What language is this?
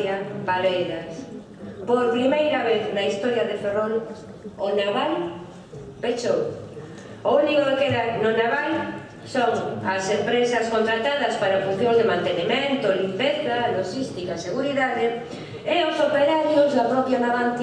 Galician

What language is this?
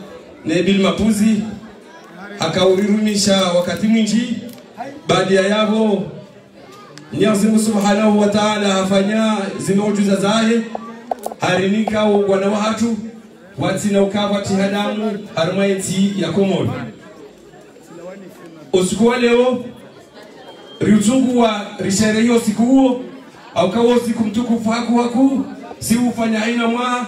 Swahili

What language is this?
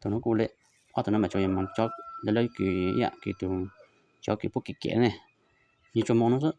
Hmong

